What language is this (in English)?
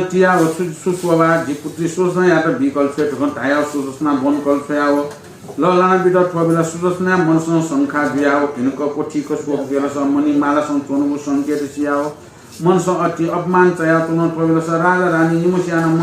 Newari